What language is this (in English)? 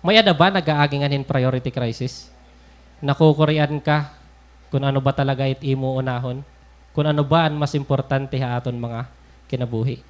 Waray